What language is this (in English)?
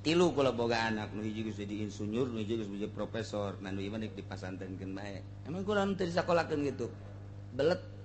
Sundanese